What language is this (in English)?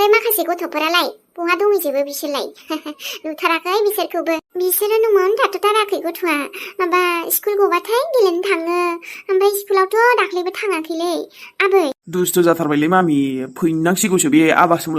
Bodo